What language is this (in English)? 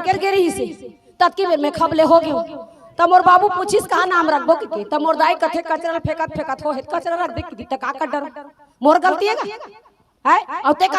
Chhattisgarhi